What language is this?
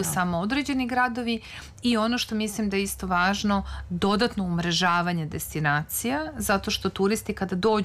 Serbian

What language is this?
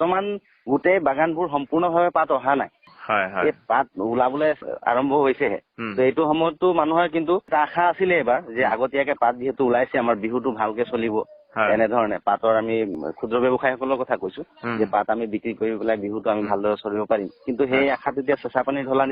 Assamese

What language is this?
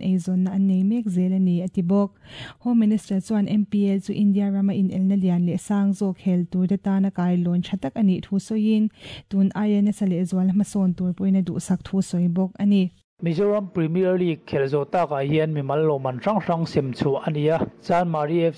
Mizo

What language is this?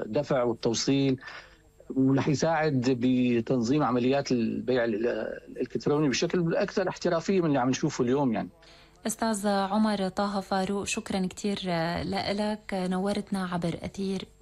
North Levantine Arabic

